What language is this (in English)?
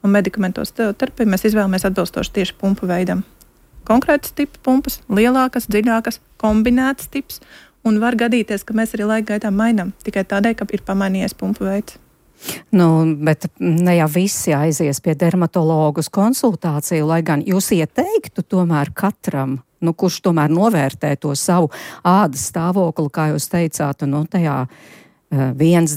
Latvian